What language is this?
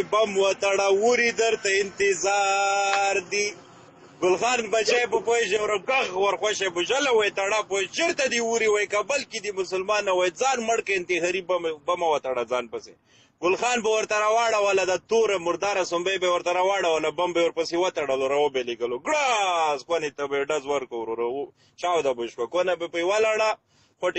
Pashto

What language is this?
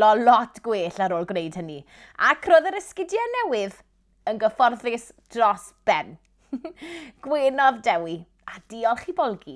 Welsh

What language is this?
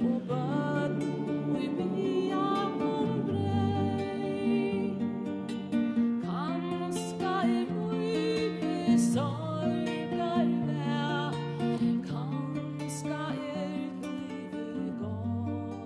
Faroese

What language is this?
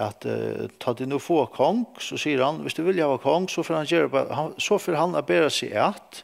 Faroese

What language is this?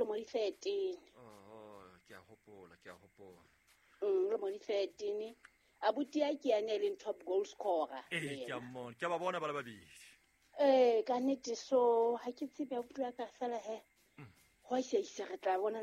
Southern Sotho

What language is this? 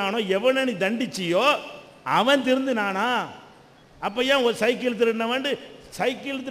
Tamil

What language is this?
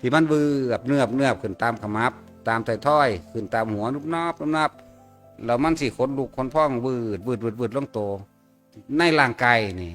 Northeastern Thai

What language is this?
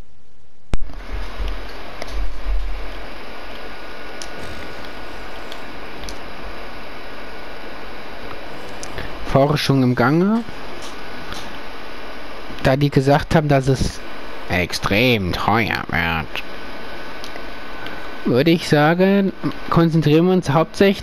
German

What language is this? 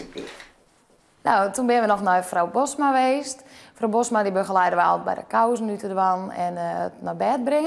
Western Frisian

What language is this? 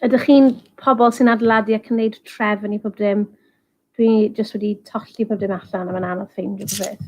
Welsh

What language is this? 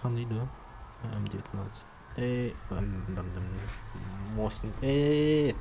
Yakut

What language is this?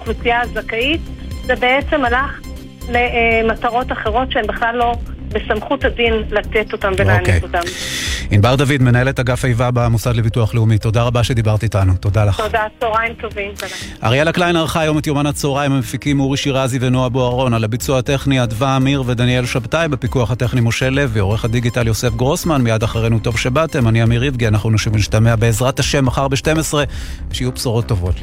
Hebrew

